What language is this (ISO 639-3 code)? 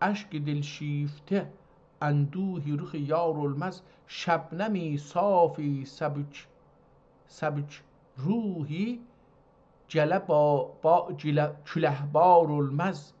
azb